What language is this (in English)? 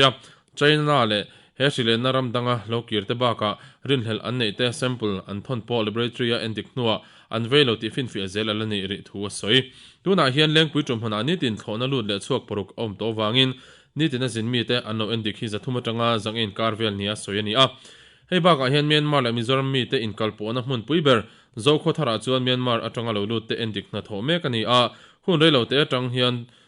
Mizo